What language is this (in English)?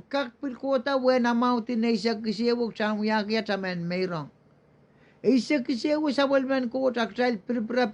Pohnpeian